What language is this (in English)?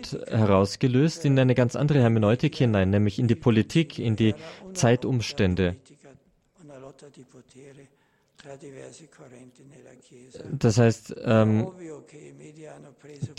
German